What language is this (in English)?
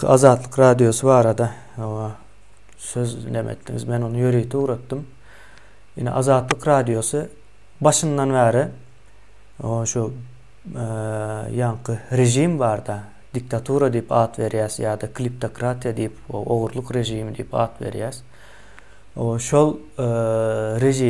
Turkmen